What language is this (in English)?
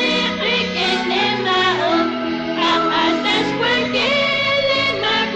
Kekchí